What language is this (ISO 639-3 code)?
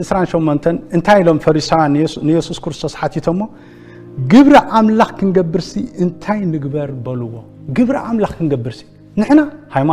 tir